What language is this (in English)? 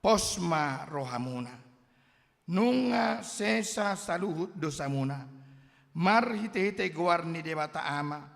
Batak Toba